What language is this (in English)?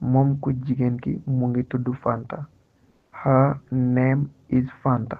Wolof